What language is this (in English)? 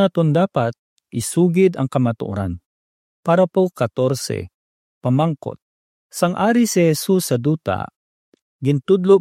Hiligaynon